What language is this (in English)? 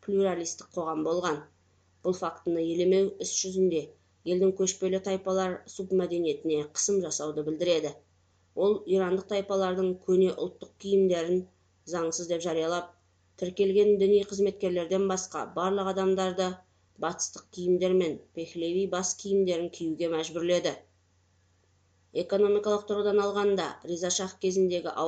Kazakh